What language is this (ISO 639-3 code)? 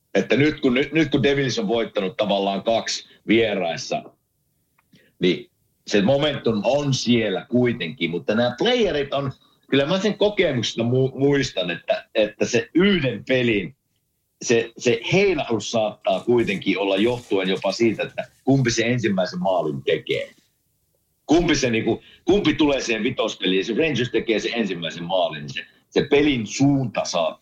fin